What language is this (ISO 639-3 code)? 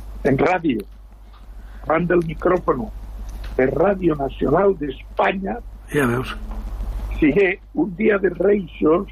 cat